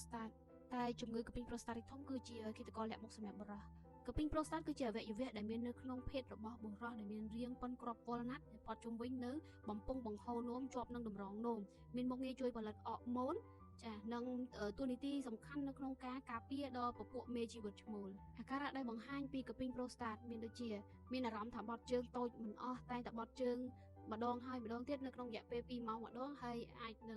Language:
Khmer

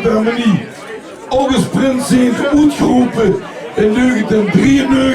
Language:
Limburgish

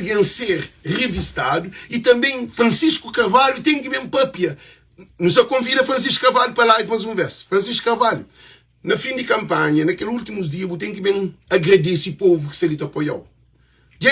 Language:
Kabuverdianu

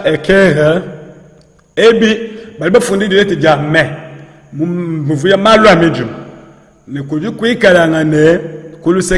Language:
Luba-Lulua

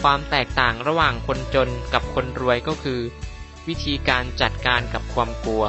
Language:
Lao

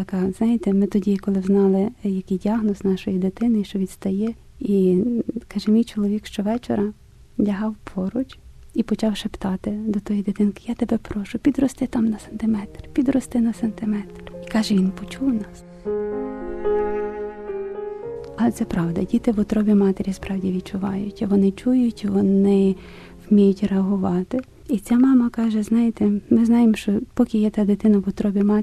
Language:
Ukrainian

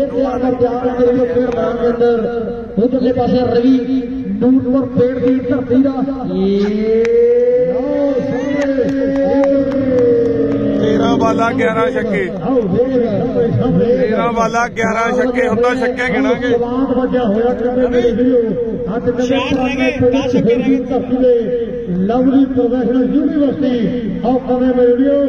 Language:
Punjabi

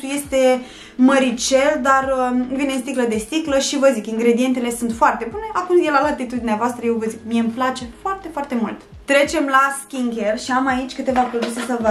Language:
Romanian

